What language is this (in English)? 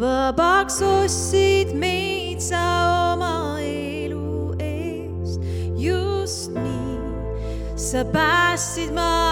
Estonian